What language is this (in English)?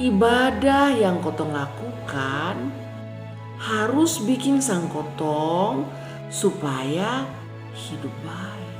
Kupang Malay